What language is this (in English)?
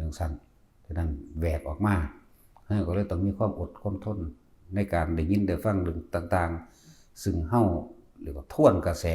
Northeastern Thai